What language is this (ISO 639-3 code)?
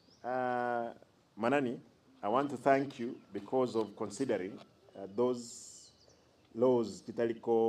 guz